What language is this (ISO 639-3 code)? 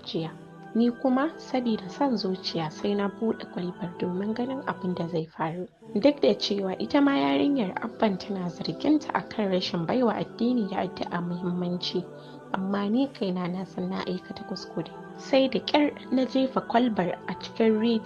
hau